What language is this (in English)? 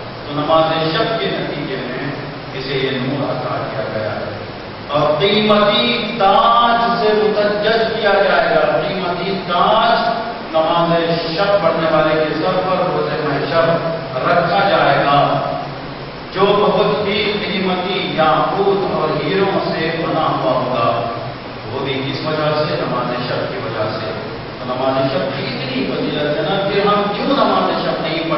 Urdu